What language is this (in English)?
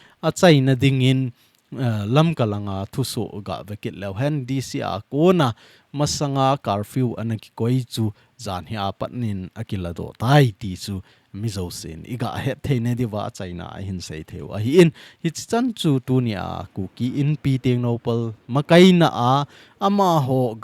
Thado Chin